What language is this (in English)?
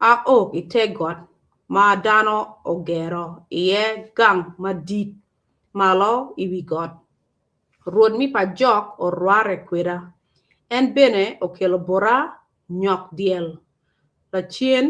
Acoli